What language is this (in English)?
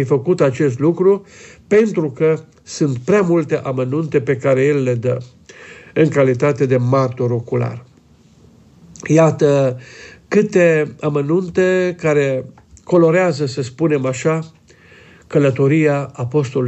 Romanian